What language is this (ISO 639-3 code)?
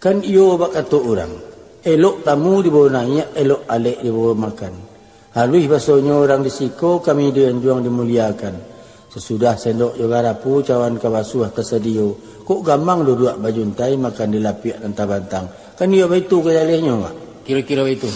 min